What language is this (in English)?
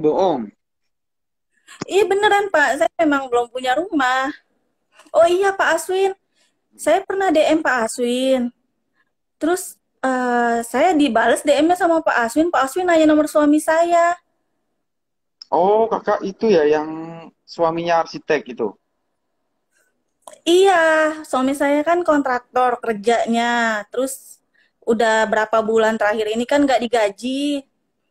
Indonesian